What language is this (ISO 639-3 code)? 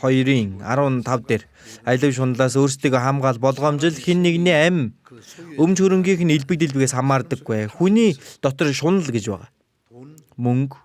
mon